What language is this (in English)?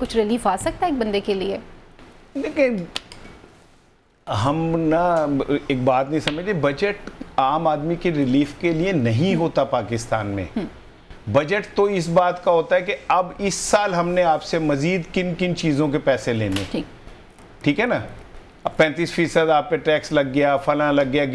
Urdu